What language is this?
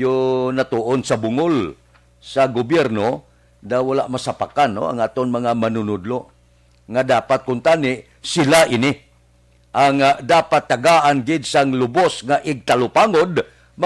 Hiligaynon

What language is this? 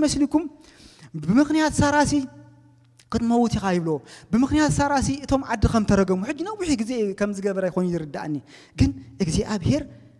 Tigrinya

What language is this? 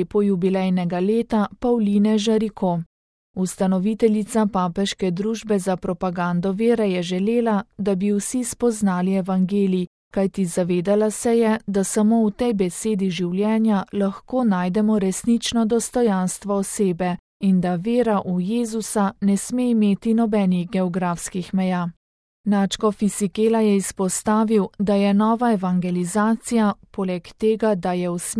Slovenian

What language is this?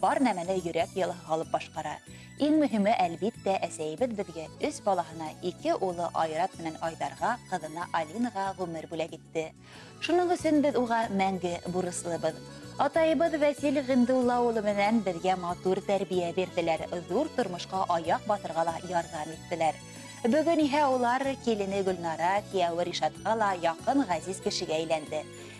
Bashkir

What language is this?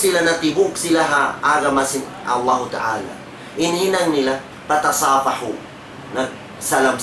Tausug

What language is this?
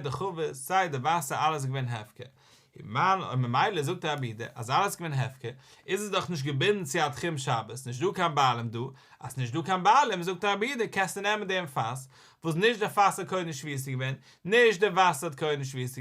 Yiddish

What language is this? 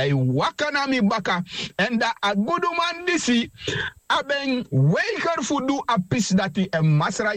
Sranan Tongo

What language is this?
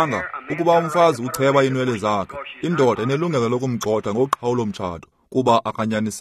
Xhosa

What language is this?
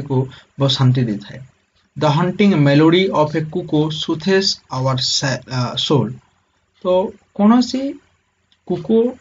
Odia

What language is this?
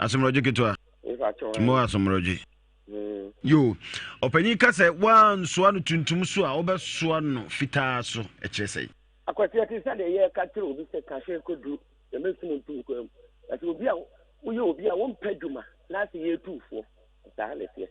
Akan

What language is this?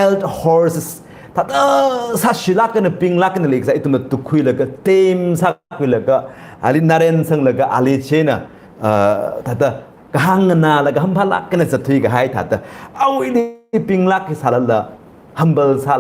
Tangkhul Naga (India)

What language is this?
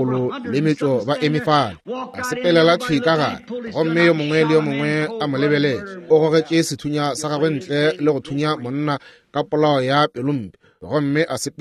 Northern Sotho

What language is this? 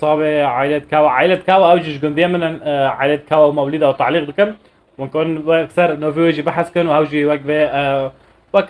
North Levantine Arabic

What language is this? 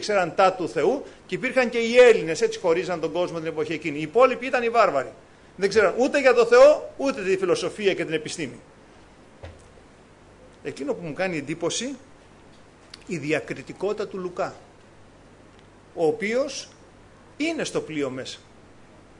Greek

